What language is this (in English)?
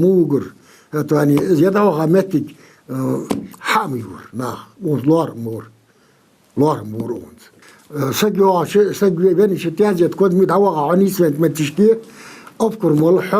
Ingush